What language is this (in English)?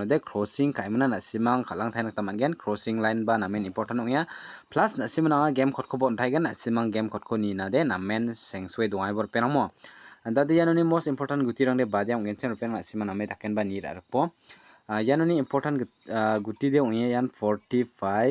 Garo